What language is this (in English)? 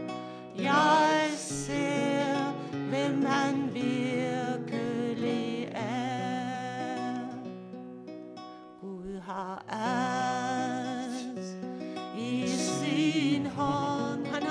Danish